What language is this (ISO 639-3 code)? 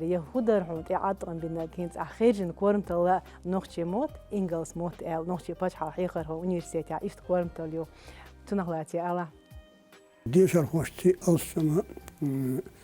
che